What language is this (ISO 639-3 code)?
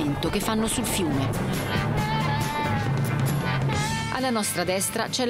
ita